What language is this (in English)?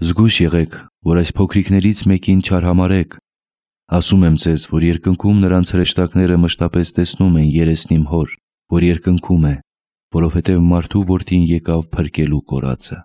Armenian